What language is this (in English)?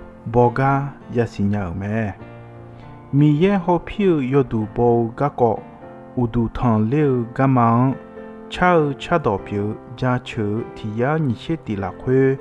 Akha